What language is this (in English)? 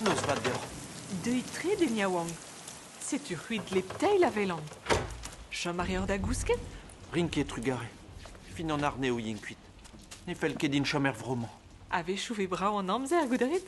Breton